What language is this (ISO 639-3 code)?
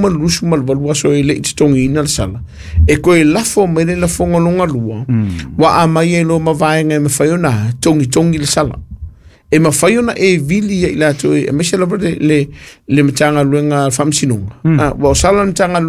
smo